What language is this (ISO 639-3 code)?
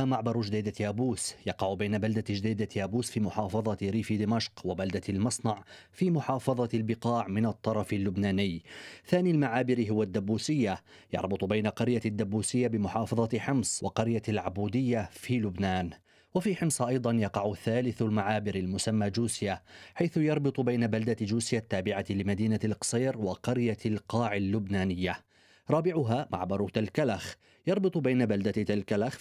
ara